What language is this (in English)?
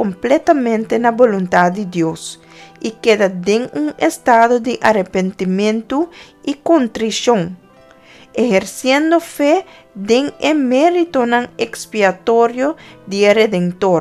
Papiamento